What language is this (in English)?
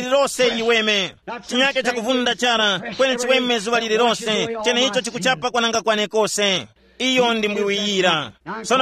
Tumbuka